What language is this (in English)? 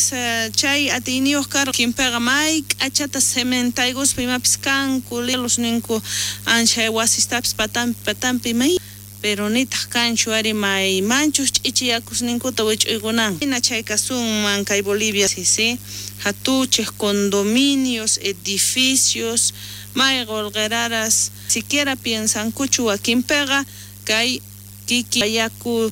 South Bolivian Quechua